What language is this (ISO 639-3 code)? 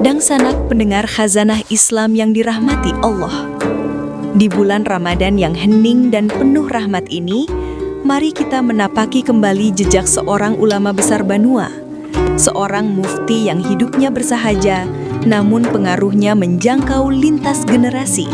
bjn